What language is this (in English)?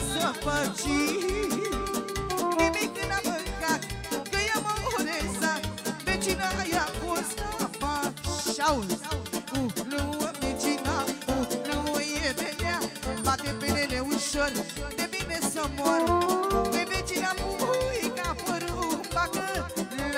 Romanian